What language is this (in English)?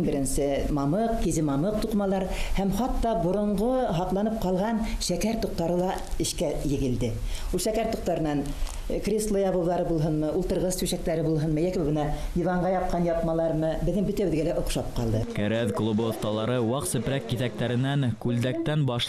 Bashkir